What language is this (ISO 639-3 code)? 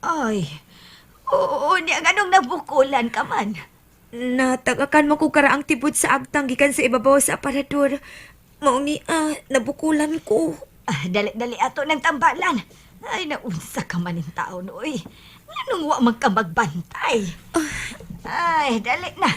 ceb